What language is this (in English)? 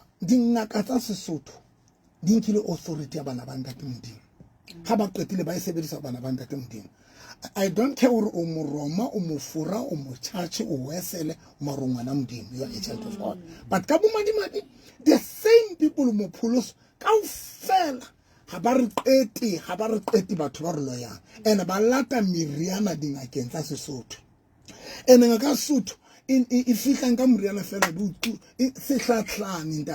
Southern Sotho